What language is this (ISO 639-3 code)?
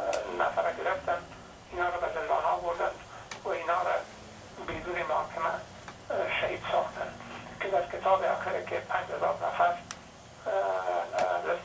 fas